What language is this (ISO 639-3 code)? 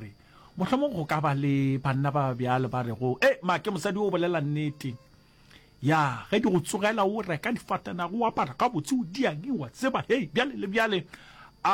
nso